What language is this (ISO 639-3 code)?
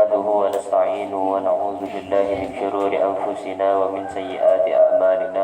mad